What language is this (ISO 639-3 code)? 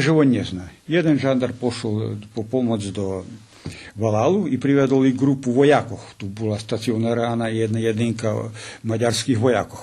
rue